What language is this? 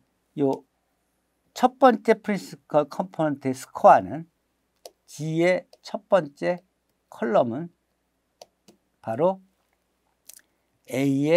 Korean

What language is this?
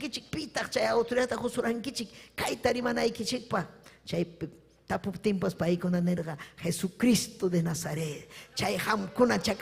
Ayacucho Quechua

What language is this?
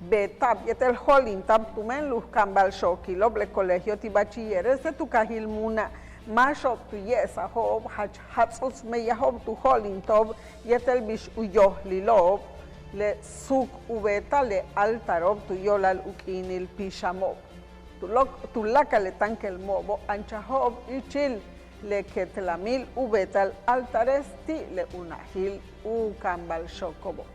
Yucateco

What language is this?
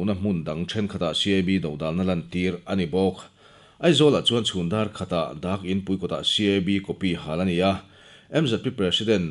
Mizo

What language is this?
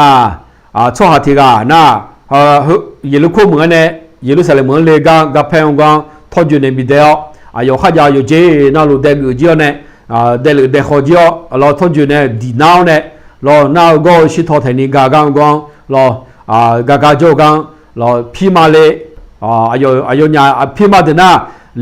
Akha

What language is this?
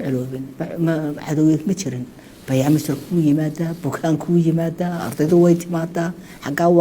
Somali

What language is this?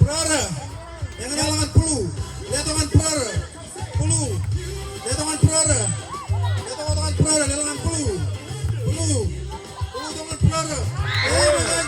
Marshallese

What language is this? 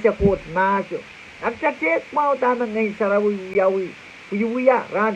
Pohnpeian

